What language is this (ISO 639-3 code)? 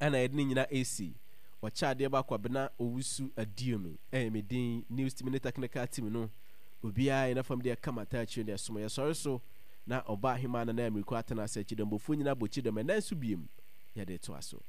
aka